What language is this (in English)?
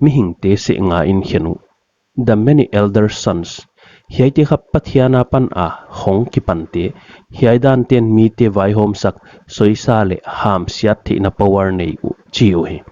Paite Chin